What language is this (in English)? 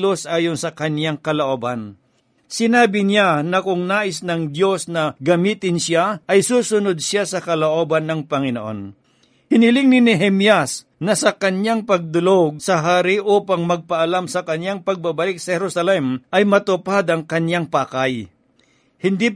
Filipino